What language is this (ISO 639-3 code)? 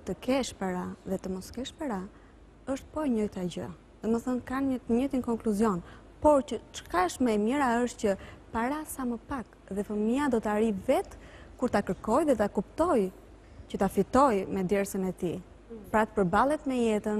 sqi